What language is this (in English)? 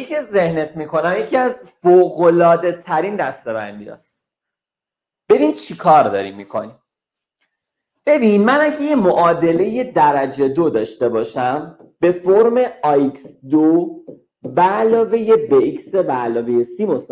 Persian